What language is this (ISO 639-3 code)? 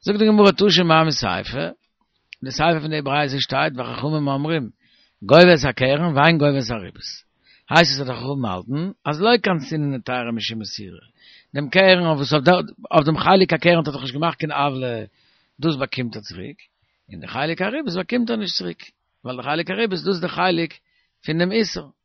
yid